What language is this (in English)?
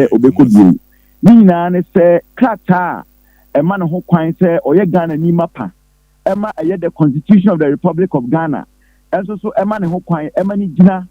Akan